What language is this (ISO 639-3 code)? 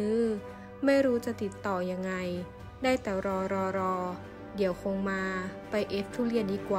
tha